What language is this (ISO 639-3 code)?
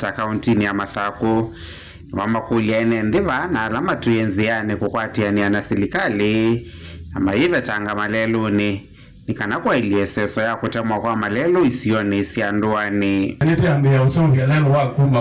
kam